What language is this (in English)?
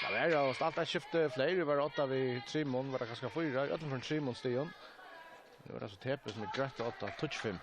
Faroese